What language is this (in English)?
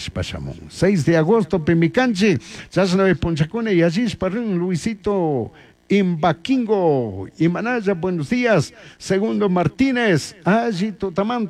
Chimborazo Highland Quichua